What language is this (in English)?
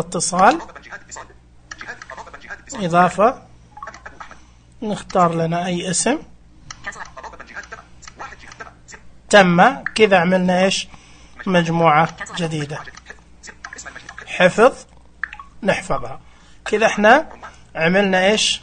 Najdi Arabic